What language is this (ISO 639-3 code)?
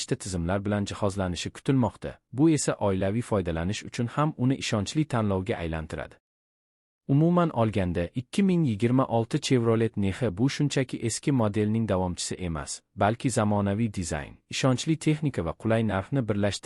uzb